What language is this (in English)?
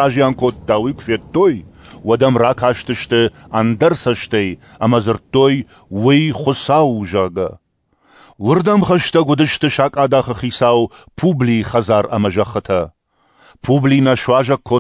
Ossetic